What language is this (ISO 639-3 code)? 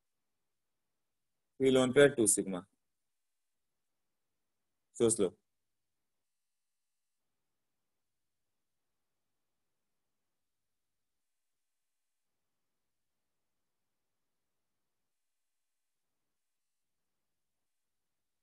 hin